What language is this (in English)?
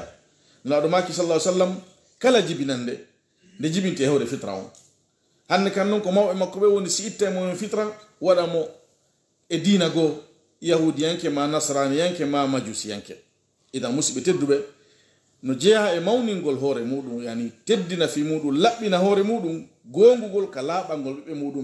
Pular